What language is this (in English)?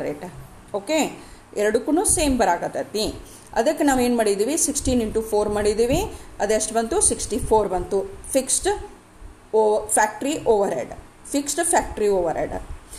Kannada